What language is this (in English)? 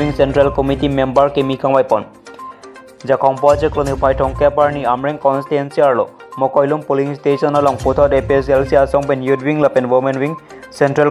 Karbi